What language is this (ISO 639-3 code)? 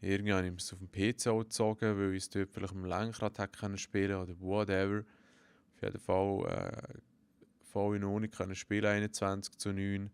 gsw